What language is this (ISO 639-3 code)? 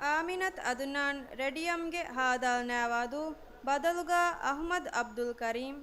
div